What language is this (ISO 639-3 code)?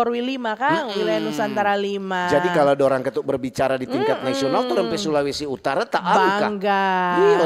xmm